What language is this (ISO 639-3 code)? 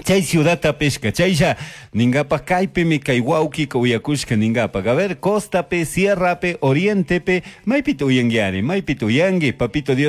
qug